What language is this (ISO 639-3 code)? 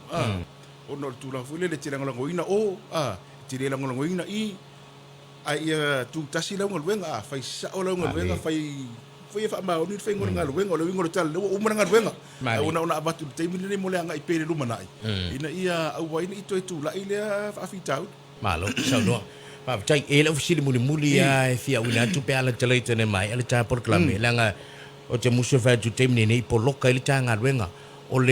smo